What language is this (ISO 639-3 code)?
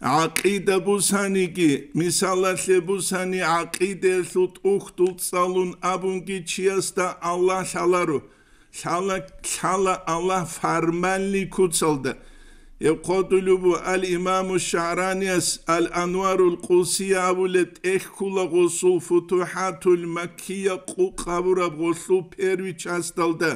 ava